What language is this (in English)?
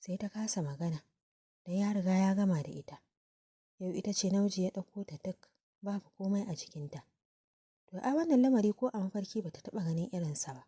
Hausa